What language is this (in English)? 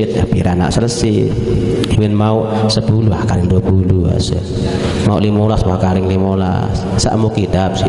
Sasak